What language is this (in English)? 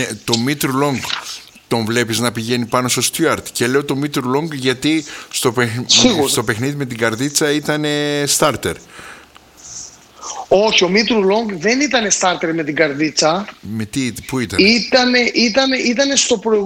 Greek